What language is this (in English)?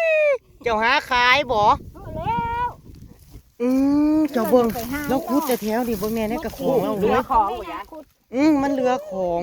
Northeastern Thai